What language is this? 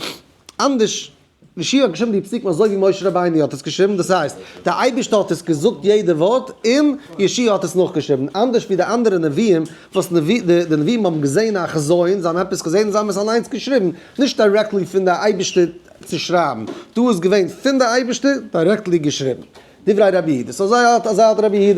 Yiddish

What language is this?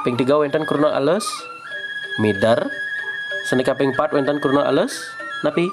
Balinese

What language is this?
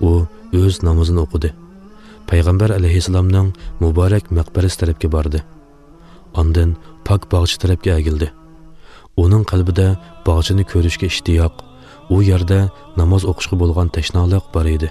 Uyghur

